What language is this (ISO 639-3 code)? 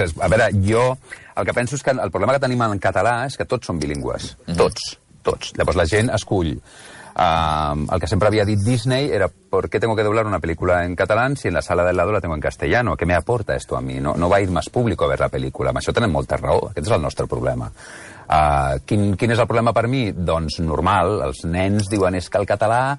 cat